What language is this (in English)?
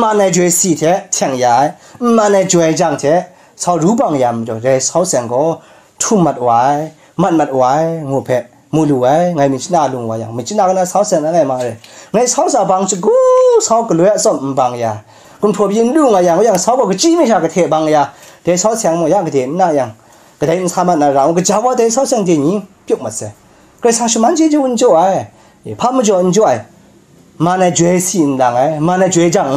Kachin